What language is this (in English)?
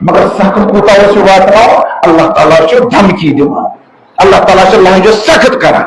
Kashmiri